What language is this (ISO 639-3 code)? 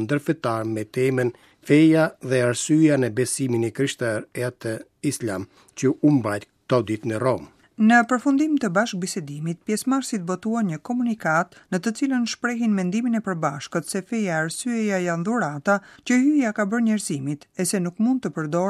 sqi